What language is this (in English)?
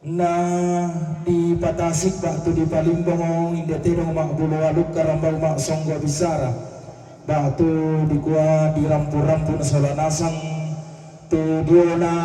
Toraja-Sa'dan